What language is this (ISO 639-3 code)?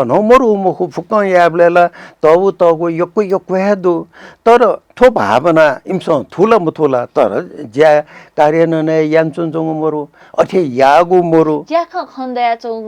new